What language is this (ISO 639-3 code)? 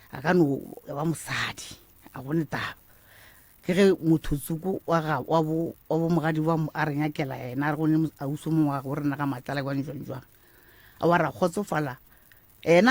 nso